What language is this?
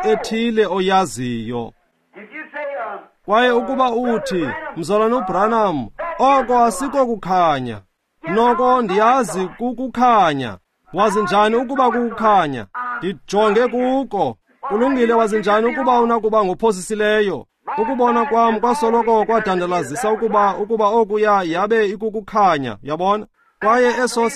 Xhosa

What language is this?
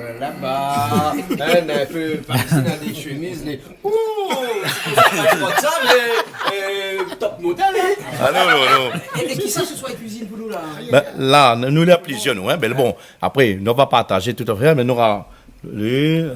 Réunion Creole French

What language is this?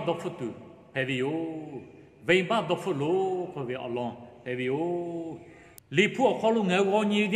Lahu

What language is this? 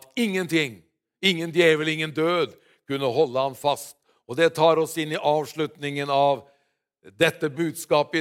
Norwegian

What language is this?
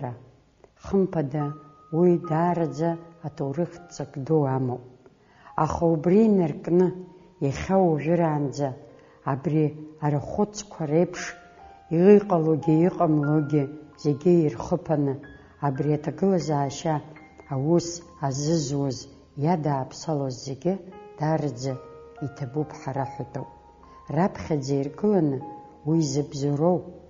Abkhazian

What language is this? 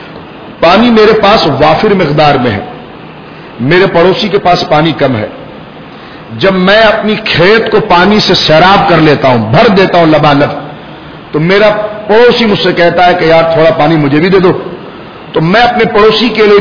Urdu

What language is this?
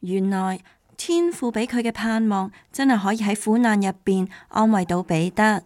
Cantonese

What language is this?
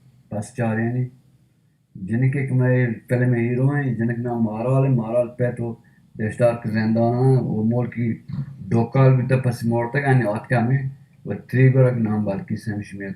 Baluchi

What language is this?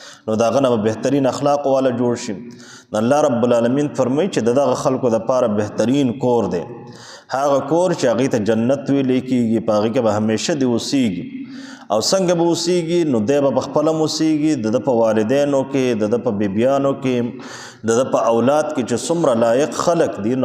Pashto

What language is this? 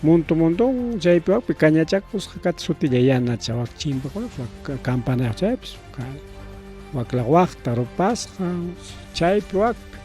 Ayacucho Quechua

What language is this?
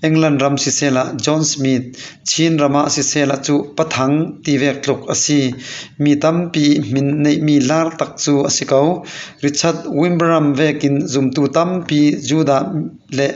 Falam Chin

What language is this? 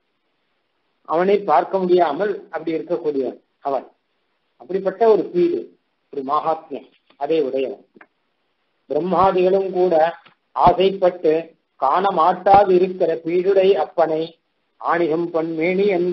Tamil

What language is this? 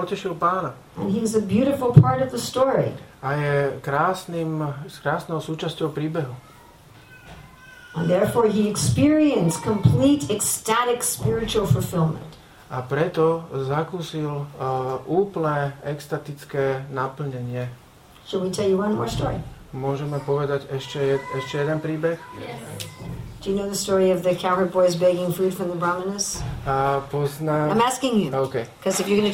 Slovak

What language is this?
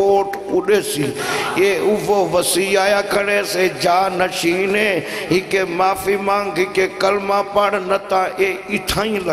Saraiki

